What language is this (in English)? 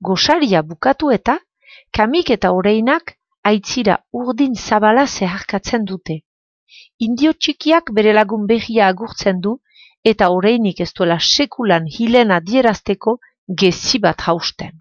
Basque